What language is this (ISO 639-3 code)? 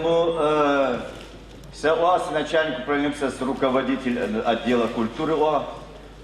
ady